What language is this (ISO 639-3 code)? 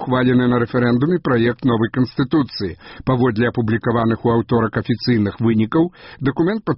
bel